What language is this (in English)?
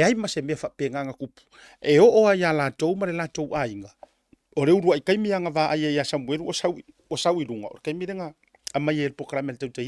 Samoan